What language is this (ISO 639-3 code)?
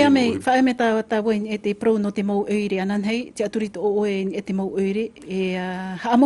tah